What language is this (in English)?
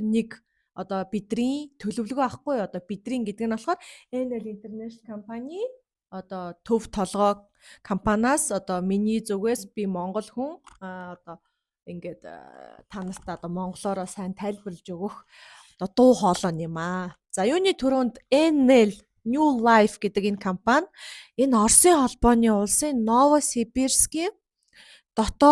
Mongolian